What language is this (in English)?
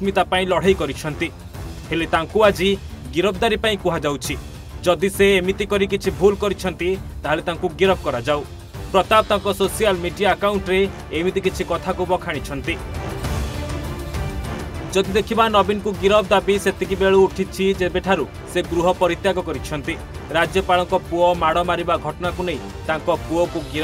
Odia